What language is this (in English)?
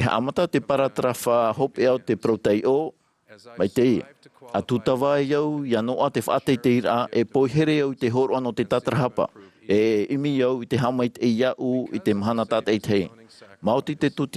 Tahitian